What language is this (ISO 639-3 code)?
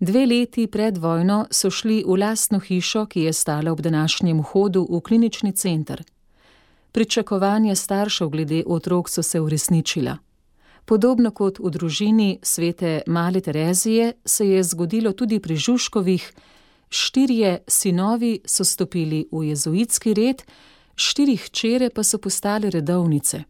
slv